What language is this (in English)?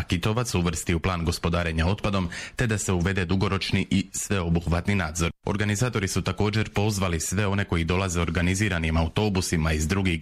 Croatian